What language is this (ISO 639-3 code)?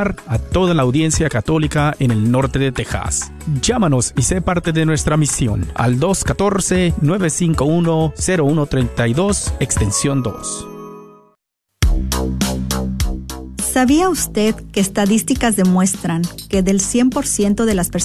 spa